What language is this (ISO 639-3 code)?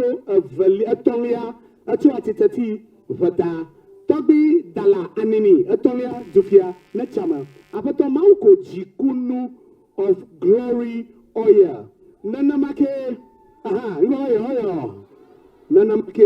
ewe